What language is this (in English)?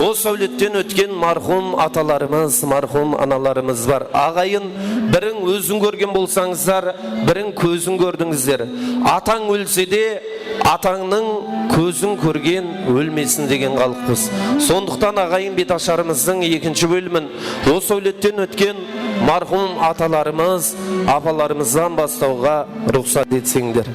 Kara-Kalpak